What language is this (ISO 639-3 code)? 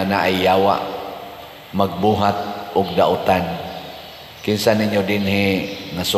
ceb